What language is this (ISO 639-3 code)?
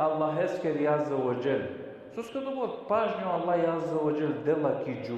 rmn